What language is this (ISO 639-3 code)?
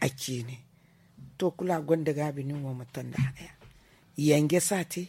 dje